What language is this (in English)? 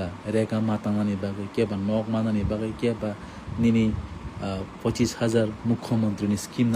Kok Borok